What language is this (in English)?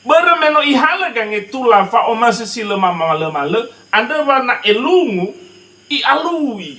Nias